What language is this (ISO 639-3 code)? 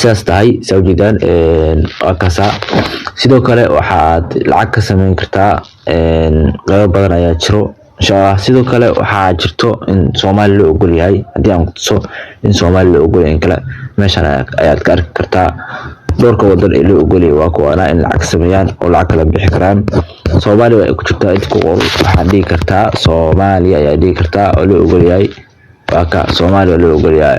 som